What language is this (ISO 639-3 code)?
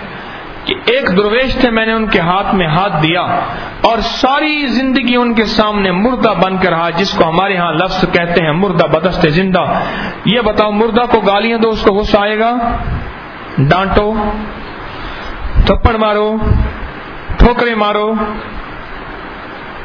urd